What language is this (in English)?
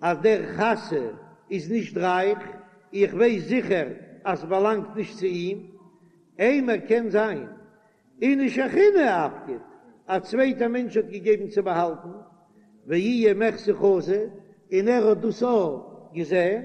Yiddish